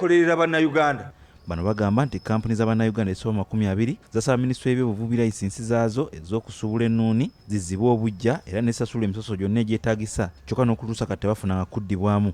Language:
Ganda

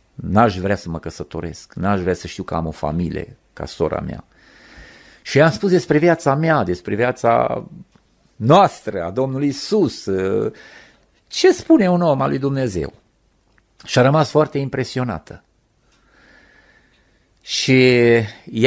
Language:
Romanian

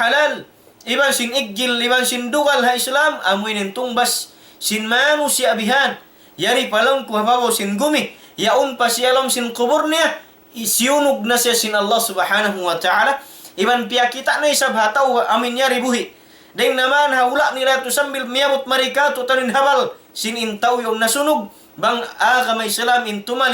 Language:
Tausug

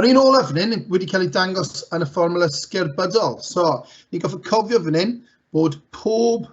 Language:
Welsh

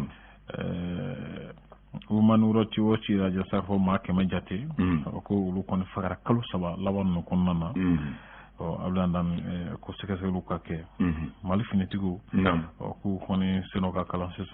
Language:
Bambara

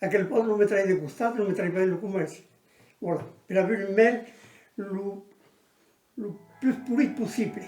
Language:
Occitan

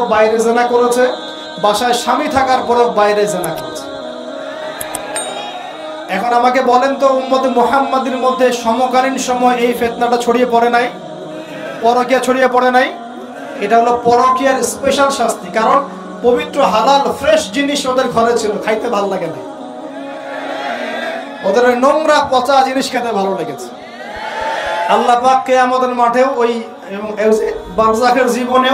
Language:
Bangla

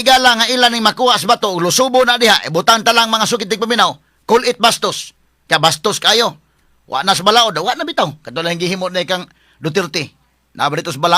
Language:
Cebuano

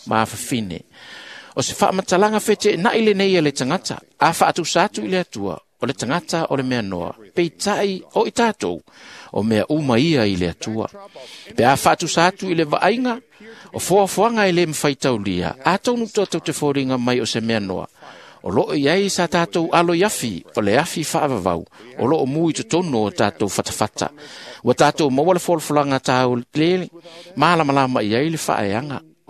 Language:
Samoan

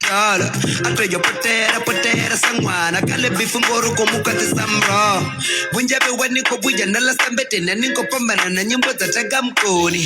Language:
Venda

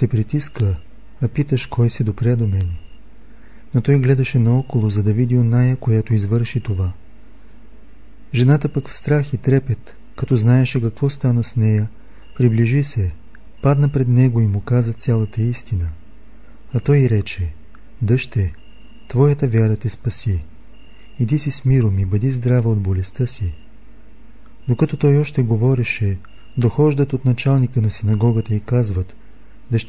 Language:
Bulgarian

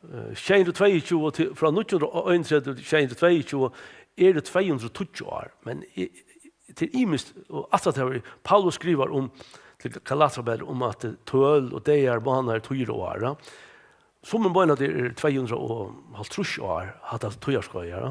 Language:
Faroese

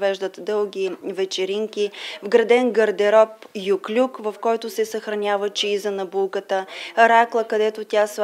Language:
Bulgarian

